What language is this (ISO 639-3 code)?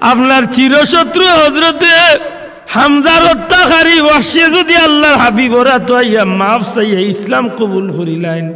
syl